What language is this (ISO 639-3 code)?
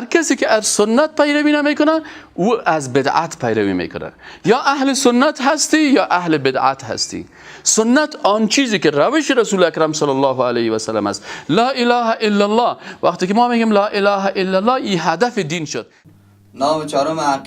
fas